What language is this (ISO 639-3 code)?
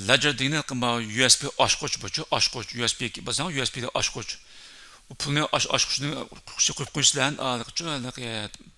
uig